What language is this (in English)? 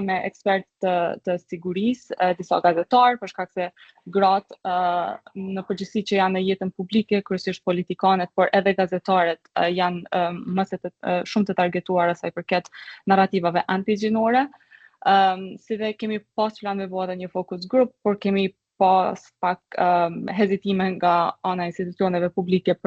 Albanian